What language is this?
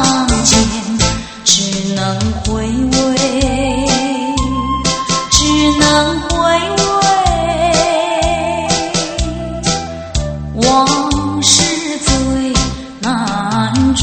Chinese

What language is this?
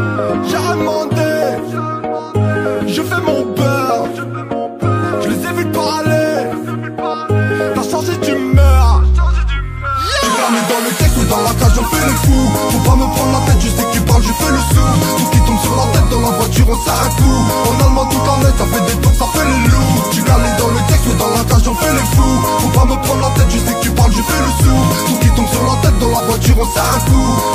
French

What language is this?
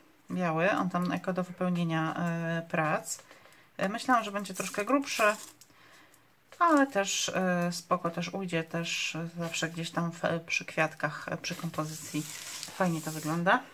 Polish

